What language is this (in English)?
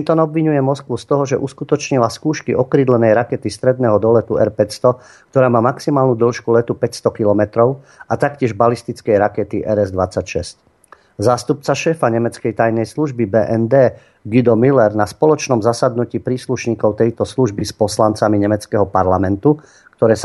Slovak